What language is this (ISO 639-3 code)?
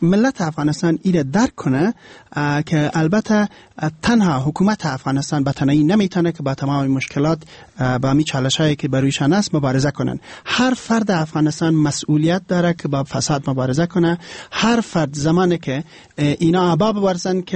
fas